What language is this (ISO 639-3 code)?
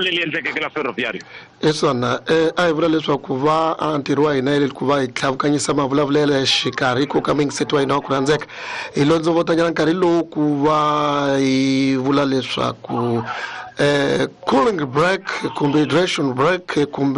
tso